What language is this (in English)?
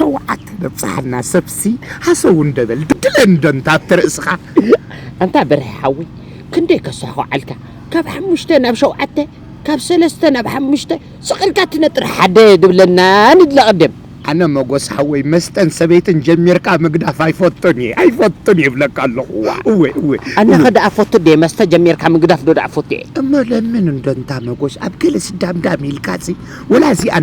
Tigrinya